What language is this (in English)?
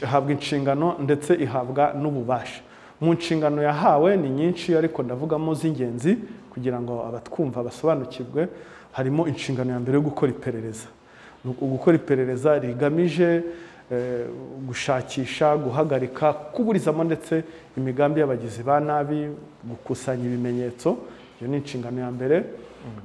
Kinyarwanda